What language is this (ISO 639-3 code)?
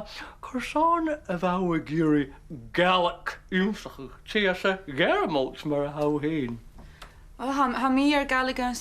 gla